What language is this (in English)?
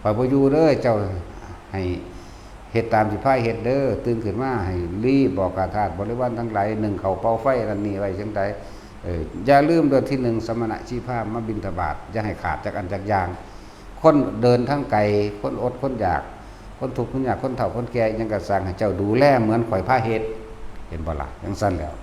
Northeastern Thai